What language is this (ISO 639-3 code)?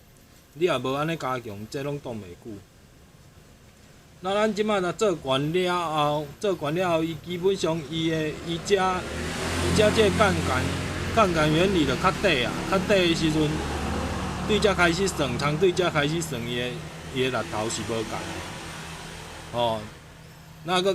nan